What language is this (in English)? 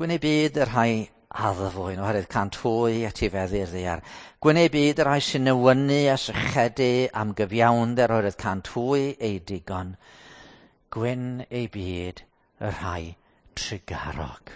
Welsh